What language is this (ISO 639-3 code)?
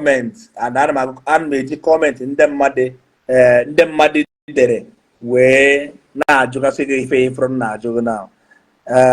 ibo